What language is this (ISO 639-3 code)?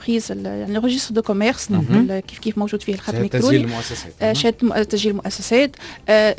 aeb